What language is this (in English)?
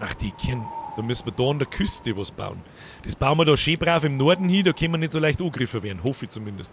Bavarian